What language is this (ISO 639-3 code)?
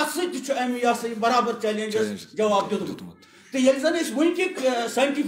kas